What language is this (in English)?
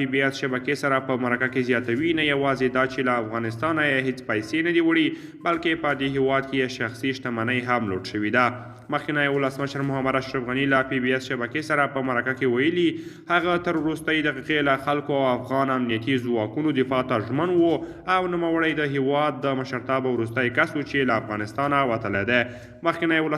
Pashto